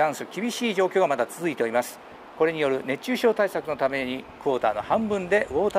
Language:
Japanese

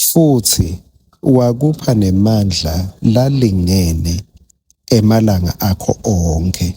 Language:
Swati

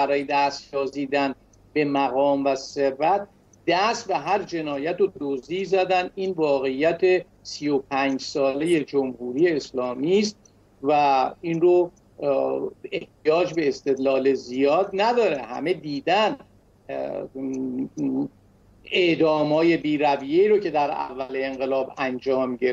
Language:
Persian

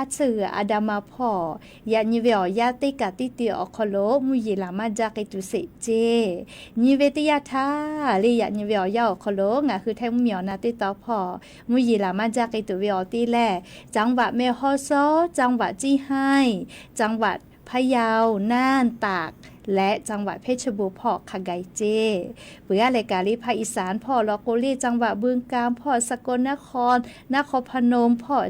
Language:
Lahu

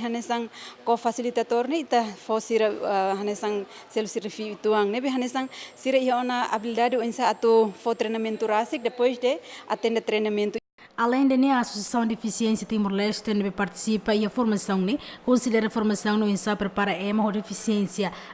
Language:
Tetum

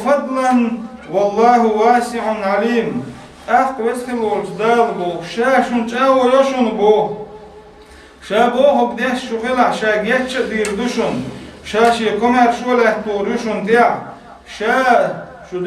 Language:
Chechen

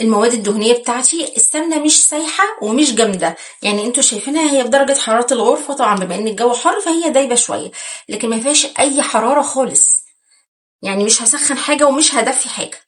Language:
Egyptian Arabic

